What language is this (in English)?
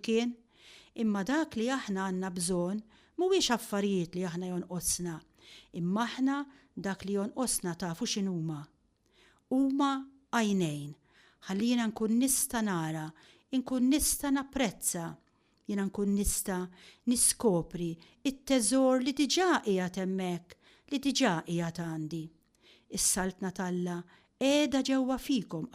Maltese